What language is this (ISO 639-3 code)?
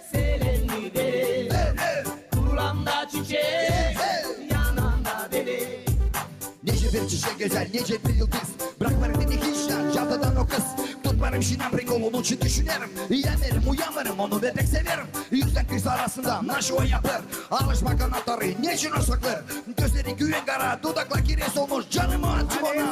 gag